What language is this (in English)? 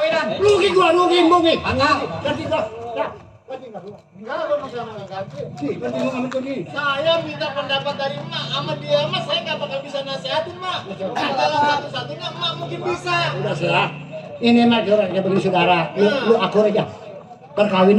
Betawi